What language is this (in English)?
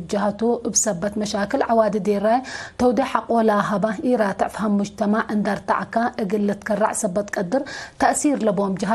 Tigre